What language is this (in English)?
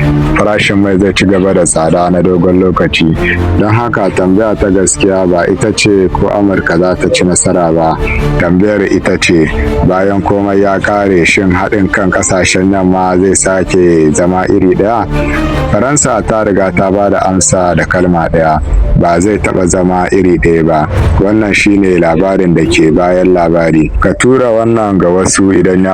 Hausa